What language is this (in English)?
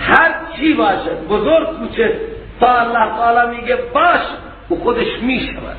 Persian